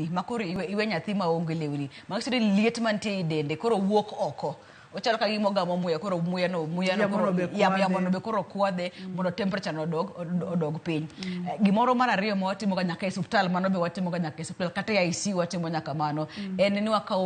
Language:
Luo (Kenya and Tanzania)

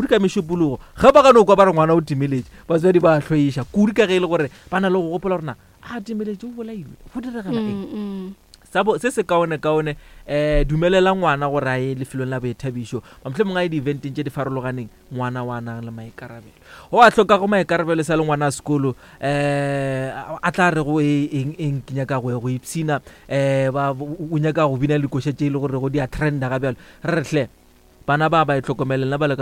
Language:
Northern Sotho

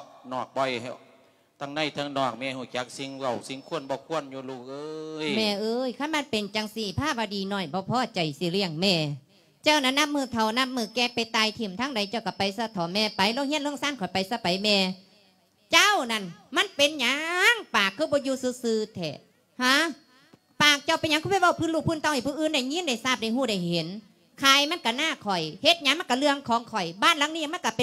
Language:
Lao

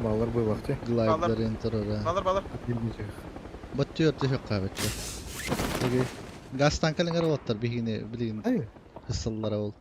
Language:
Yakut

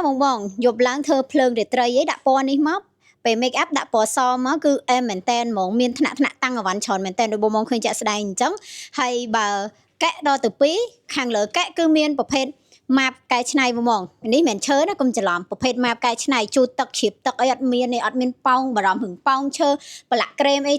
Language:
Khmer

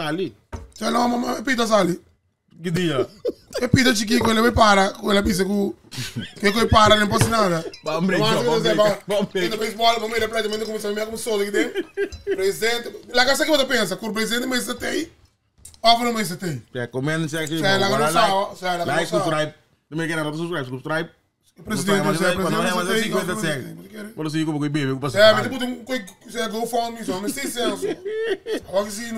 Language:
Papiamento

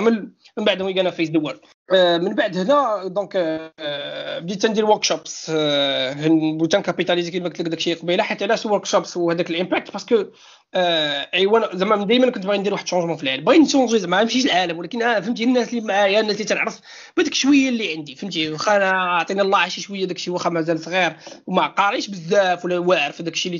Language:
Moroccan Arabic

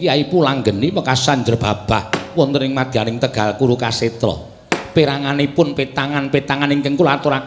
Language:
Javanese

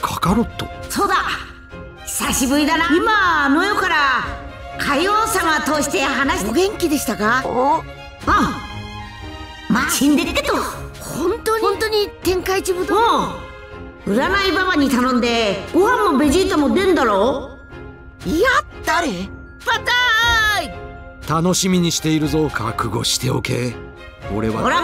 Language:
Japanese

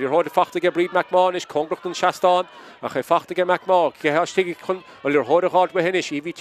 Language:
Irish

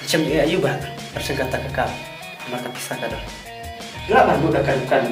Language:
Khasi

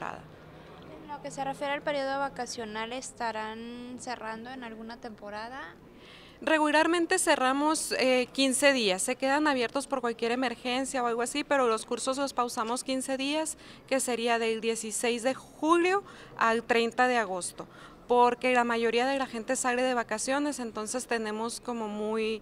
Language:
Spanish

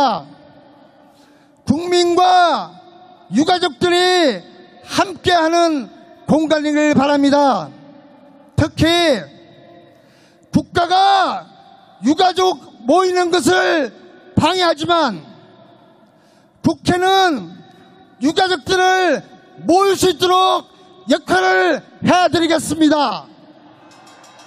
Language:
Korean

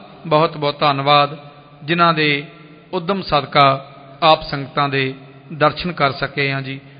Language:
Punjabi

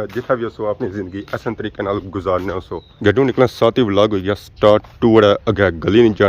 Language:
Pahari-Potwari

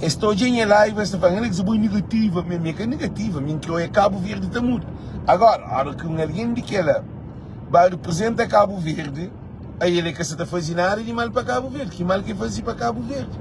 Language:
Kabuverdianu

